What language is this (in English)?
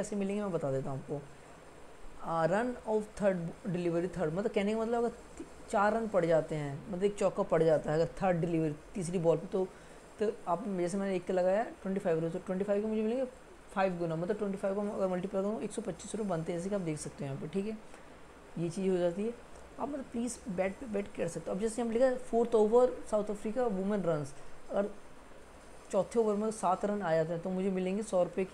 Hindi